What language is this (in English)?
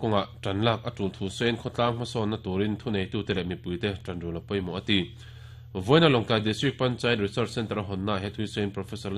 Mizo